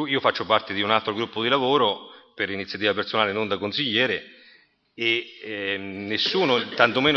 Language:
Italian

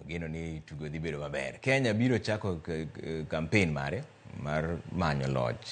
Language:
Luo (Kenya and Tanzania)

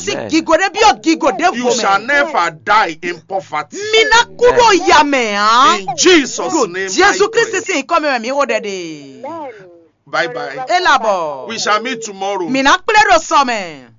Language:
Fon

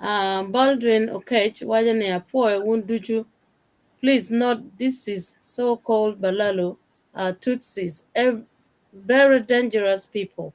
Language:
Acoli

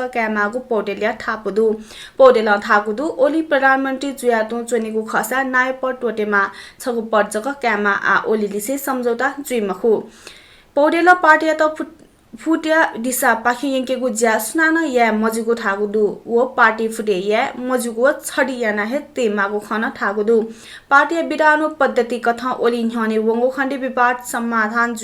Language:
Newari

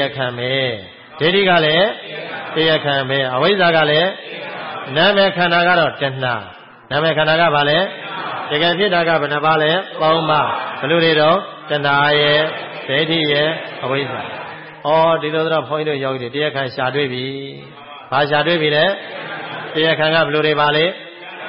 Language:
Burmese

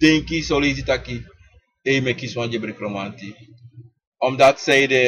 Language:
Sranan Tongo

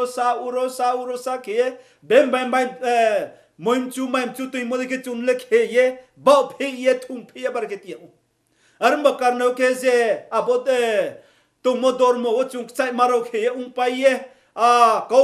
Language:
Riang (India)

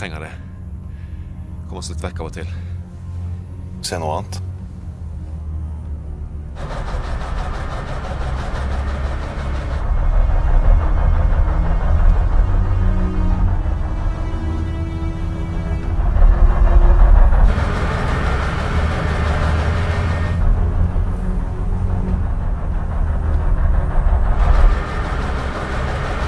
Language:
Norwegian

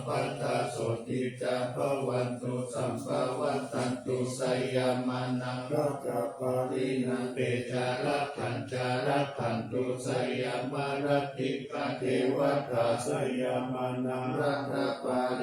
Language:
Pali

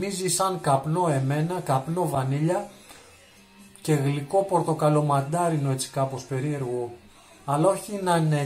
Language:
Greek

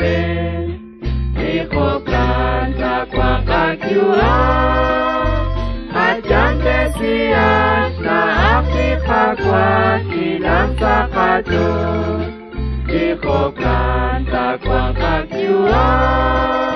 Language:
Kekchí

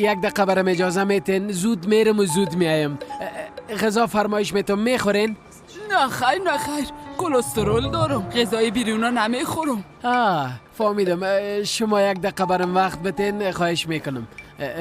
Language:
Persian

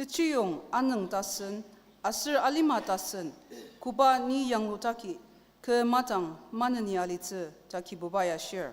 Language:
Ao Naga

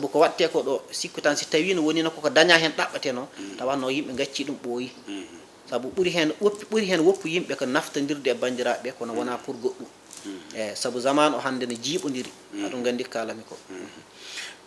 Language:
Fula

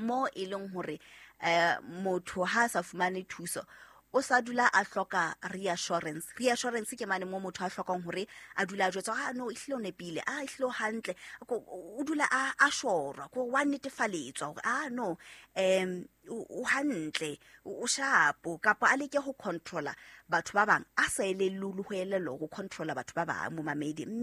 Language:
Southern Sotho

